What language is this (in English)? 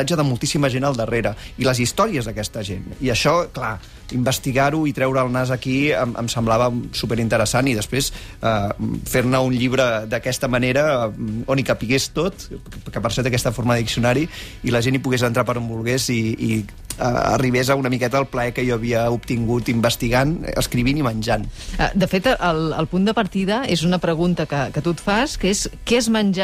Catalan